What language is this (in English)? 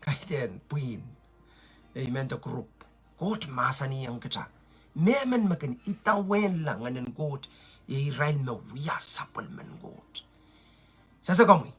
Pohnpeian